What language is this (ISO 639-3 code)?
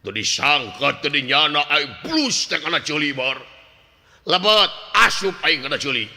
sun